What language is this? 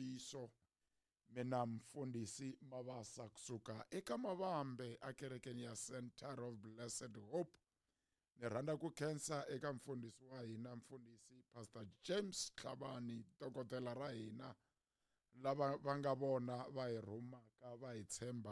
Tsonga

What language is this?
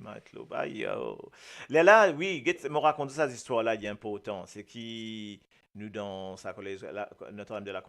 Morisyen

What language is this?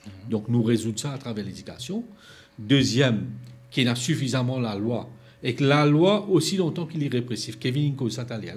Morisyen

